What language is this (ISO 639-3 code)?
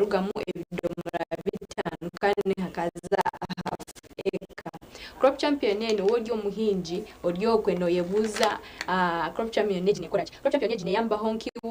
nyn